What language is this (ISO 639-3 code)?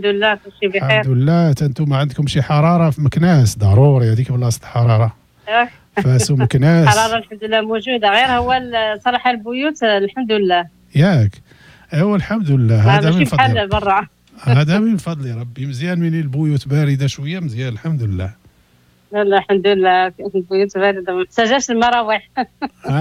ary